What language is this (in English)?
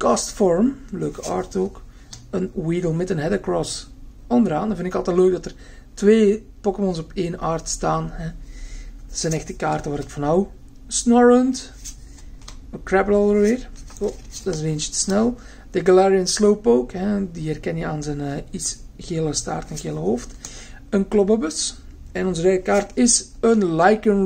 Dutch